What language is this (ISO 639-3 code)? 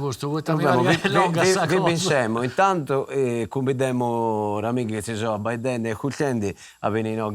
srd